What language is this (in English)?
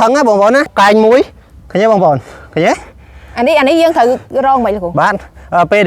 Khmer